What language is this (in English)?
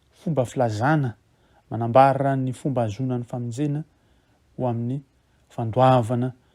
Malagasy